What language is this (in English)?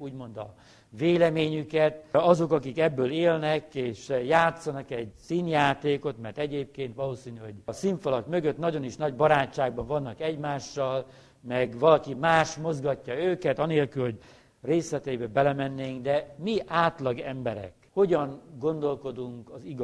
Hungarian